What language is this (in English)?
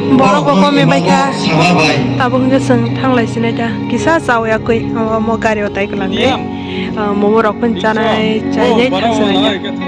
Kok Borok